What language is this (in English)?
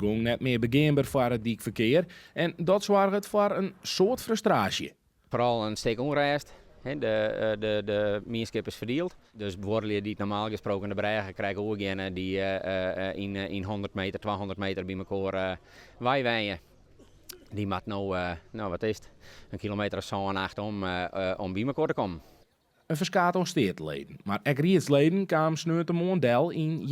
Western Frisian